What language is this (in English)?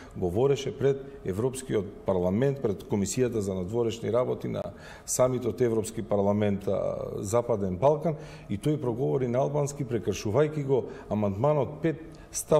Macedonian